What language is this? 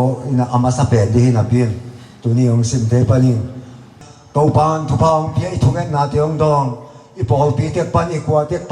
Tedim Chin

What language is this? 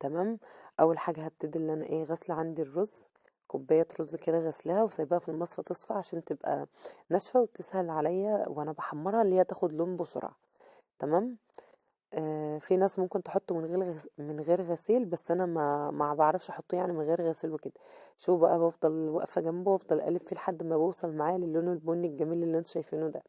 Egyptian Arabic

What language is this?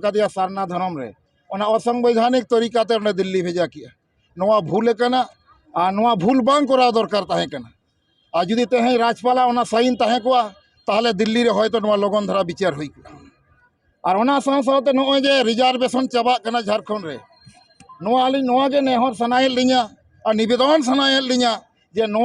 Santali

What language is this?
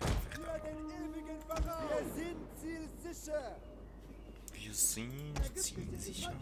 Swiss German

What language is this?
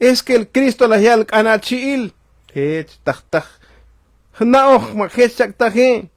Tzotzil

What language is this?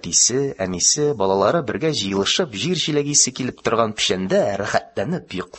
Tatar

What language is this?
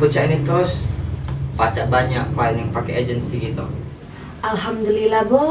Musi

